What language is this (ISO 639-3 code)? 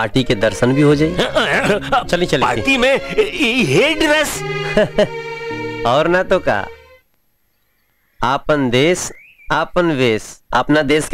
bho